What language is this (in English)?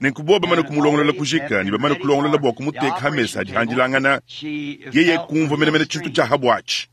Luba-Lulua